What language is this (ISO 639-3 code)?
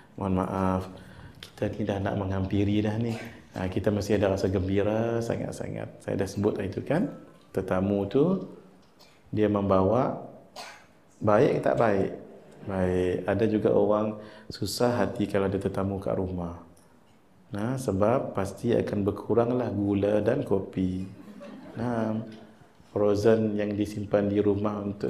msa